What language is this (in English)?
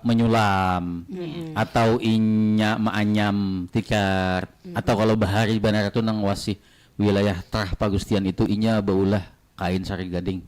Banjar